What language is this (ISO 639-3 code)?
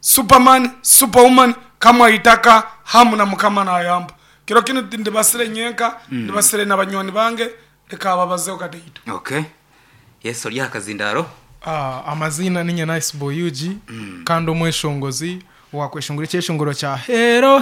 nyn